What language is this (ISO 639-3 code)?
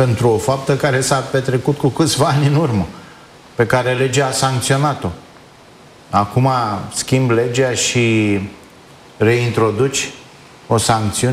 ron